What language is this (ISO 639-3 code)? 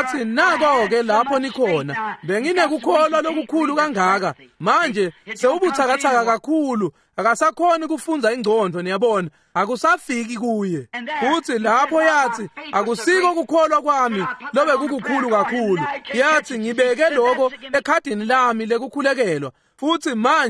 ssw